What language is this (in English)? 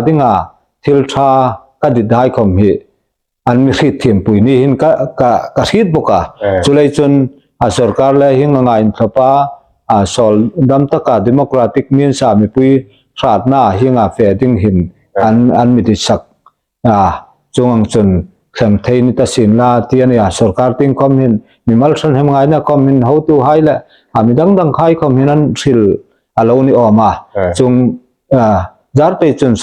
Hmar